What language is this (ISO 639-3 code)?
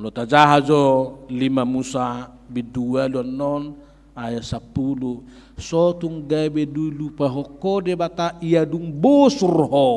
bbc